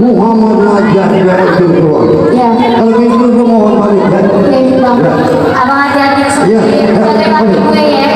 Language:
Betawi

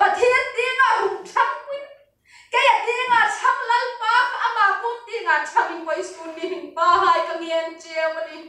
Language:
Hmar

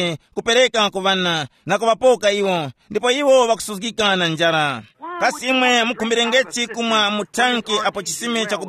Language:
Tumbuka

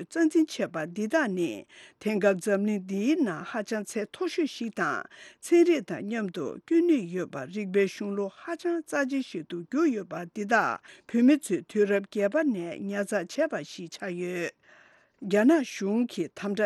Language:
Tibetan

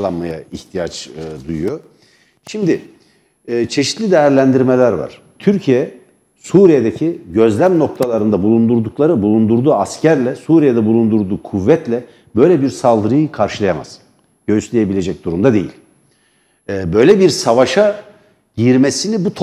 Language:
Turkish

